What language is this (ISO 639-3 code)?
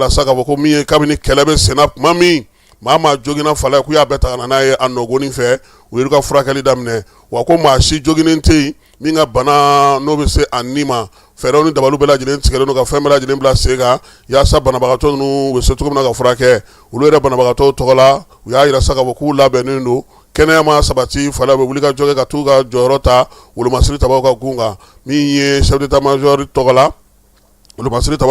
bam